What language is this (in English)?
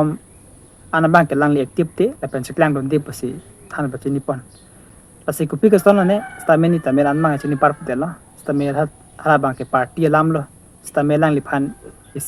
Karbi